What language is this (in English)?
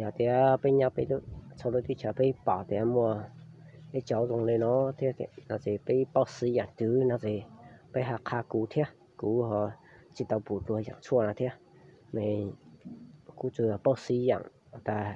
Hmong